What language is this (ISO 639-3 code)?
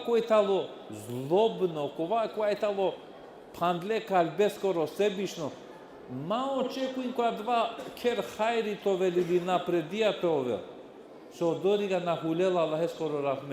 rmn